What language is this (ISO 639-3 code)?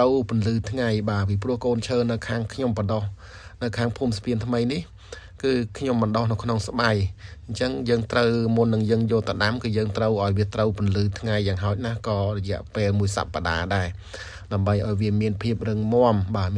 khm